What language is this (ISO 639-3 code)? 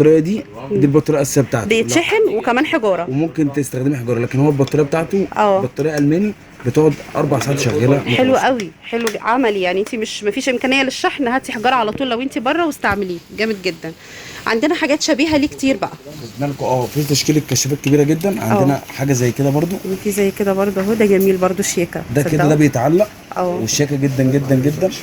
arz